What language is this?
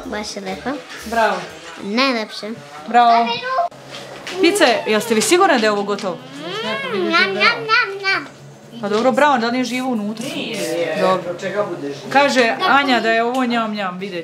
Serbian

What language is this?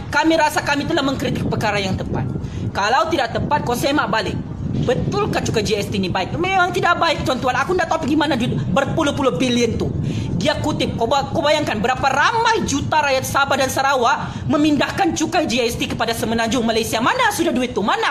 Malay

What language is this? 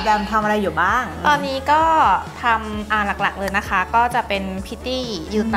Thai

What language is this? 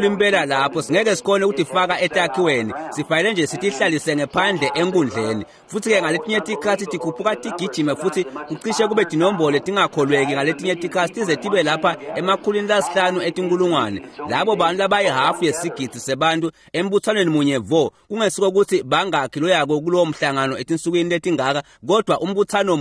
Swati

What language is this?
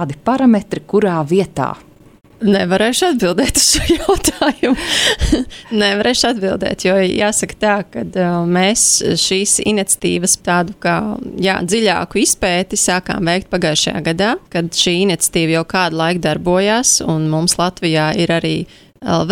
Latvian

